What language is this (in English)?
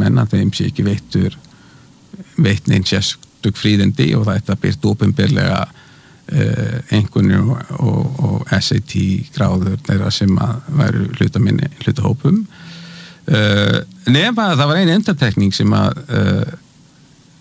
Icelandic